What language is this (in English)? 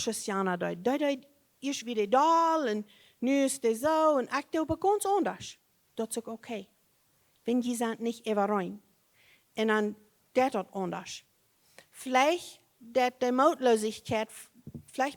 Plautdietsch